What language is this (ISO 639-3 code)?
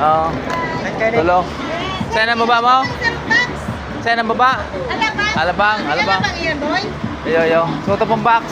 bik